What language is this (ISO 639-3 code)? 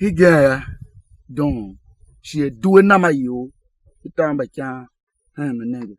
tiv